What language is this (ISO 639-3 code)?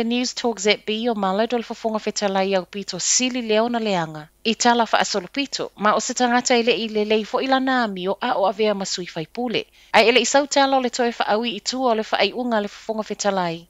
smo